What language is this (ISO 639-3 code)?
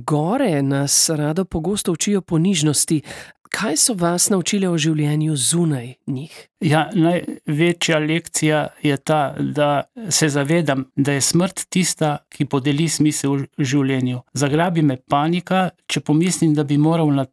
slv